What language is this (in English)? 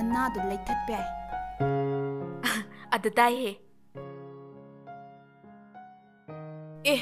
Manipuri